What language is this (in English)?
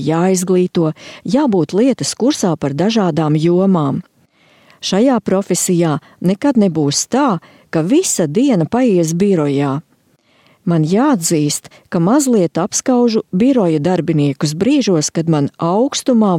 Latvian